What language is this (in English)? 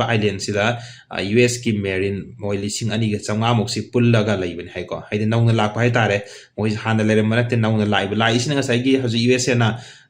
Manipuri